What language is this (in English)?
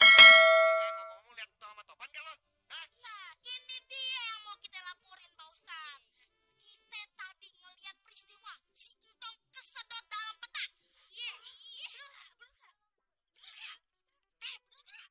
Betawi